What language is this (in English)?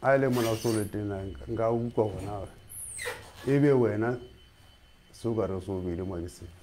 Southern Sotho